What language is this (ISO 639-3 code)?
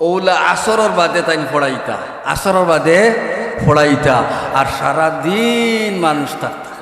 syl